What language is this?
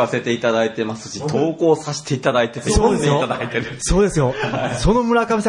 Japanese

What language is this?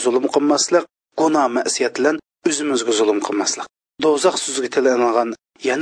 Uyghur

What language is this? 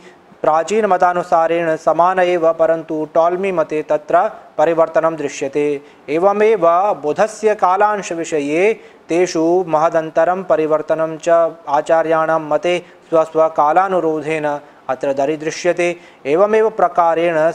Sanskrit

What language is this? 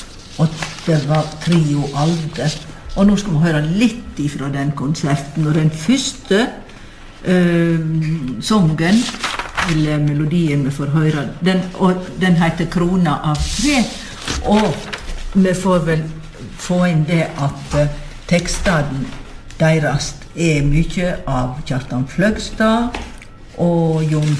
Norwegian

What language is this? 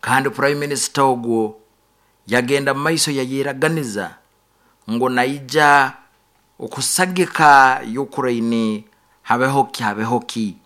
Nyankole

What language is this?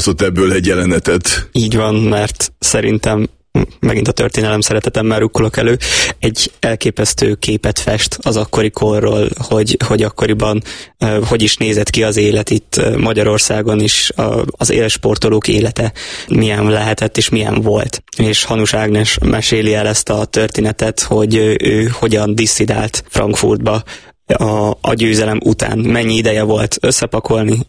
Hungarian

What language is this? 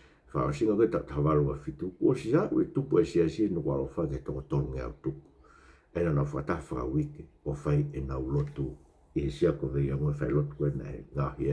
Tongan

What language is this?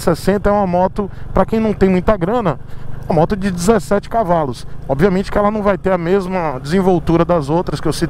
Portuguese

